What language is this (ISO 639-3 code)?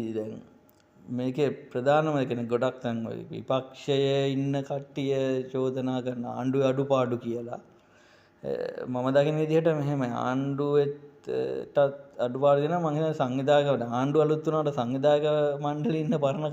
sin